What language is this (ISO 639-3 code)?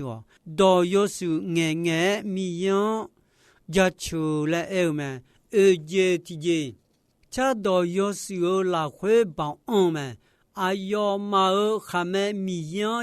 ahk